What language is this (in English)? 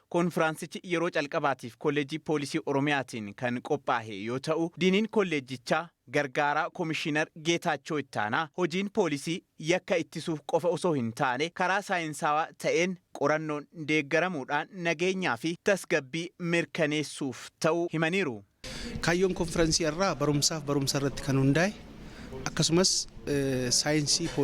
Oromo